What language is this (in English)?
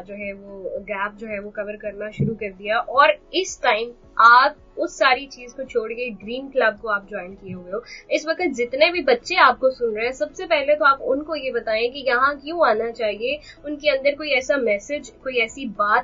Urdu